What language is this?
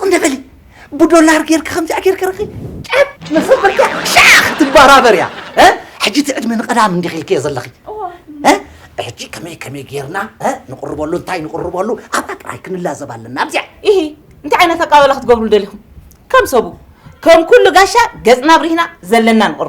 Tigrinya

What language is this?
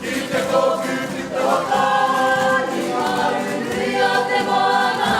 Māori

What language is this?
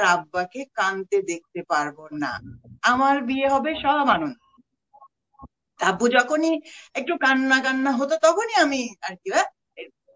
Bangla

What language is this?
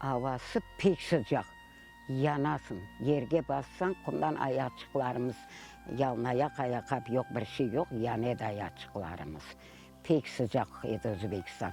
Crimean Tatar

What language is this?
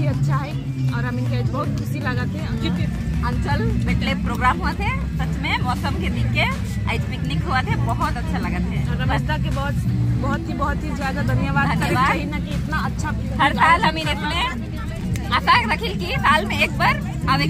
Sadri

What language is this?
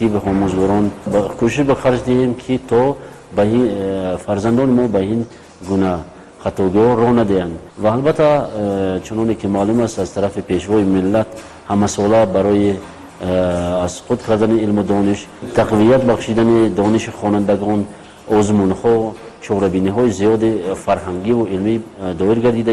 Tajik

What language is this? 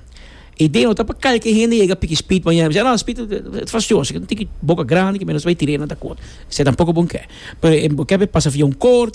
Papiamento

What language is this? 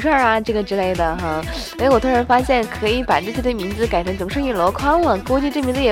Chinese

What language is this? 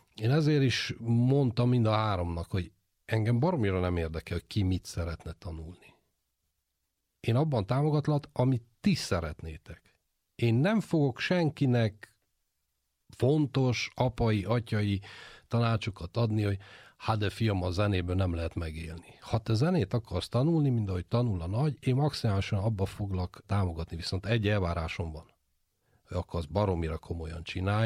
Hungarian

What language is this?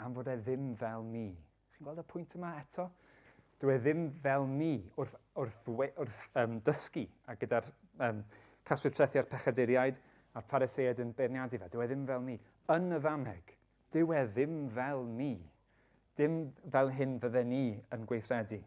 Welsh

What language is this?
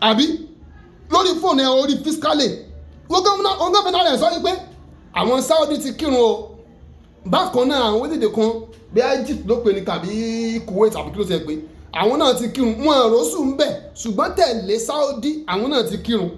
Yoruba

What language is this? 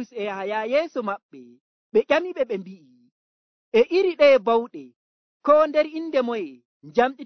Nigerian Fulfulde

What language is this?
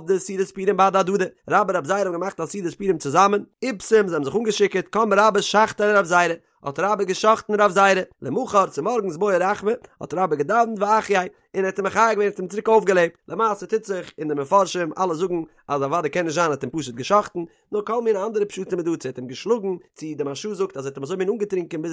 Yiddish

